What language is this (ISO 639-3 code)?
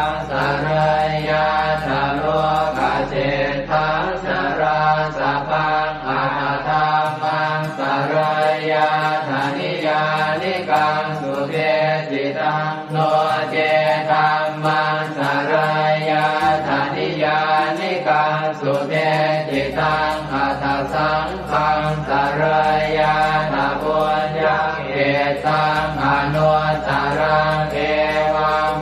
pli